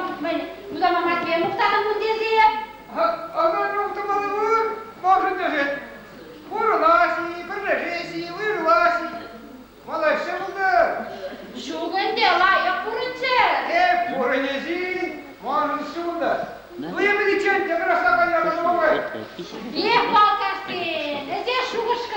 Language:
Chuvash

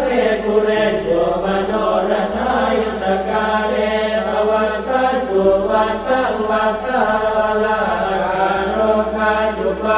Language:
Pali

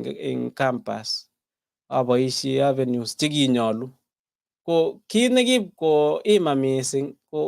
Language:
Kalenjin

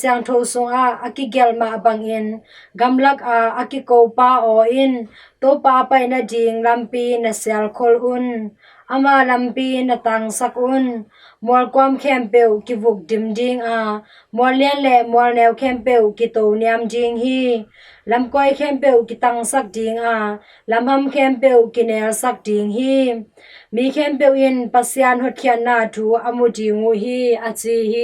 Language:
Tedim Chin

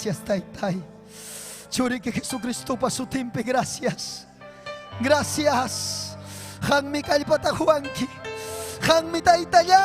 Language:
Ayacucho Quechua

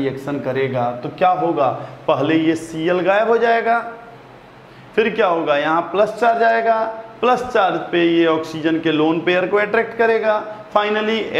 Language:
Hindi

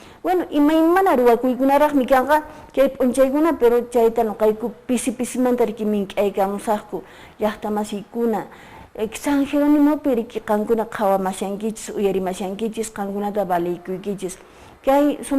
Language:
Quechua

